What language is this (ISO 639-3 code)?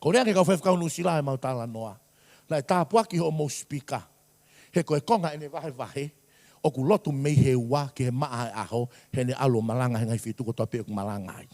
ton